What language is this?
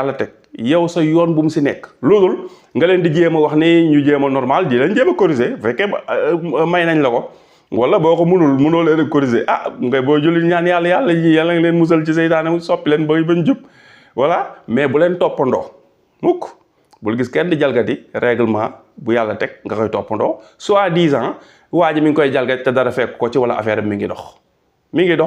Wolof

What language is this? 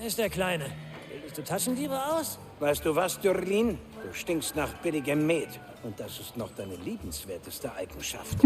Bavarian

